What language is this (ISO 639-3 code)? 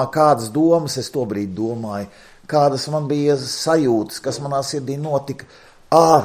lav